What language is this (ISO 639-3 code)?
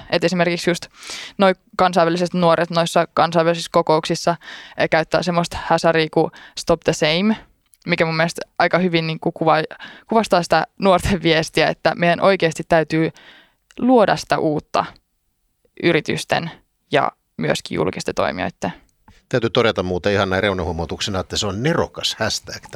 fin